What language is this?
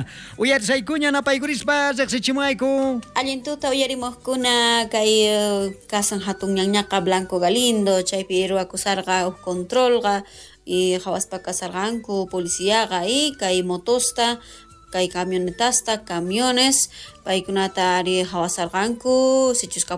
South Bolivian Quechua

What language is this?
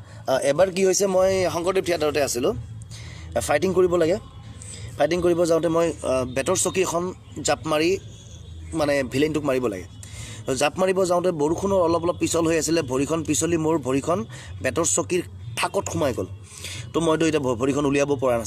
Assamese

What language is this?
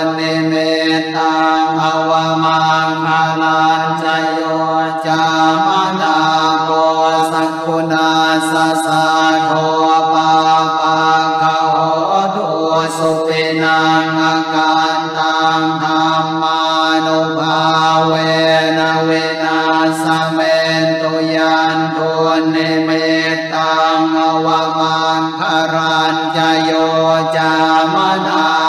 Pali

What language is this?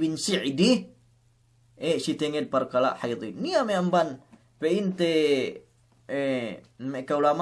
Yakan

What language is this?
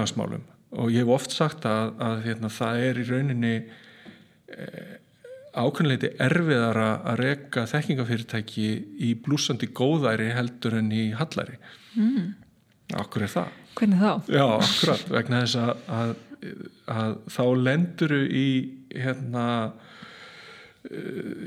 Icelandic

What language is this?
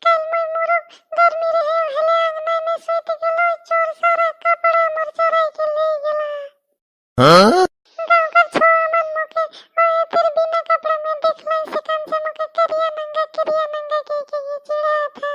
Sadri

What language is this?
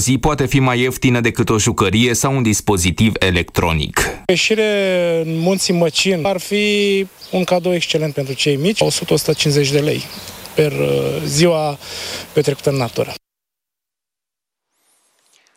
Romanian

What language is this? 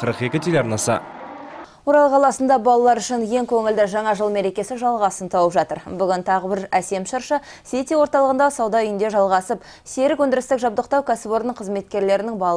Kazakh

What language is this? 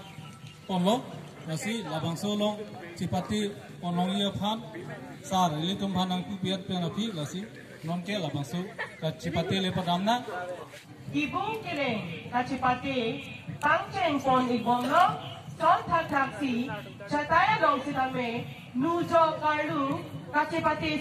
Karbi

